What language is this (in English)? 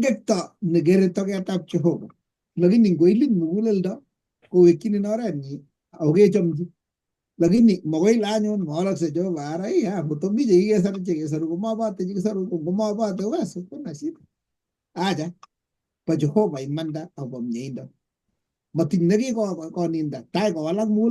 Kalenjin